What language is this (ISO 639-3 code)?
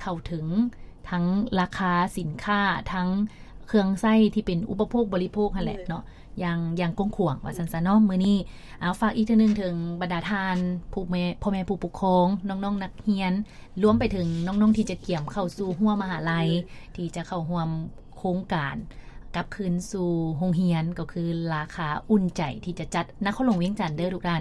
lao